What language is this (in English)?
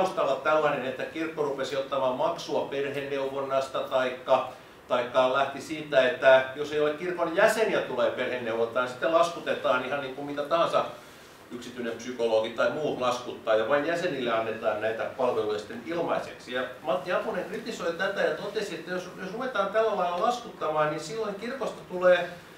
Finnish